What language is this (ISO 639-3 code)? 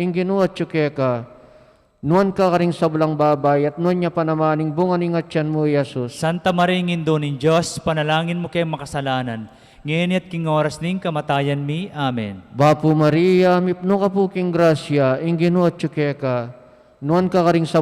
pam